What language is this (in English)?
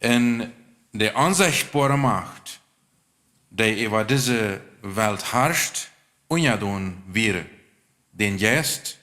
Plautdietsch